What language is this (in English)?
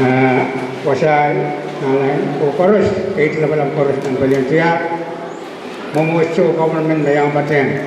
Pohnpeian